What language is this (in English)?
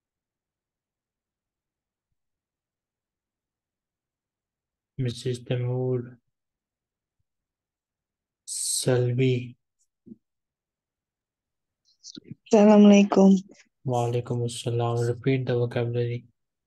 Arabic